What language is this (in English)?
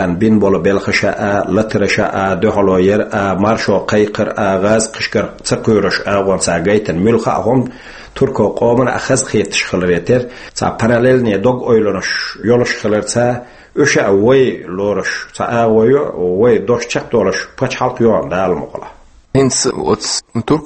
Chechen